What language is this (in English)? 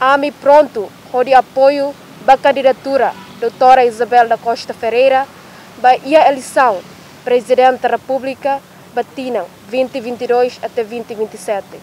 Tetum